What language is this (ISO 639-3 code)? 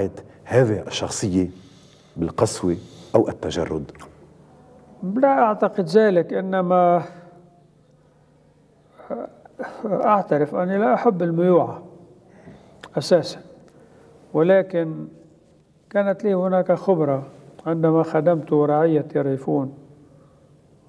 ara